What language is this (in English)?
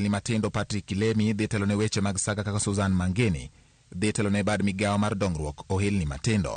Luo (Kenya and Tanzania)